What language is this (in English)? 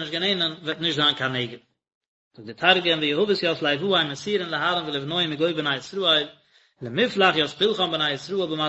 Yiddish